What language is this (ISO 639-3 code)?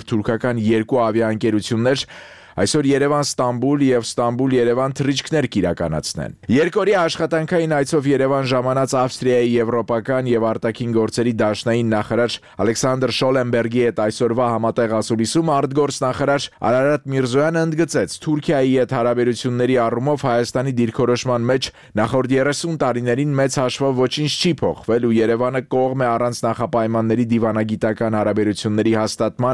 hye